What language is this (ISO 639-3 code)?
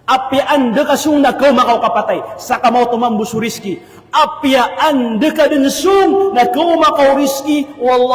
mrw